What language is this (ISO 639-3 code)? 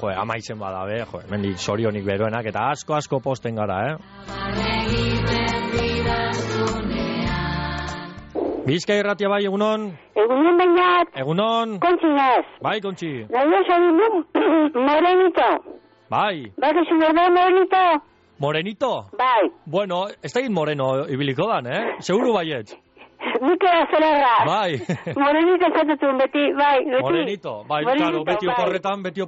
eus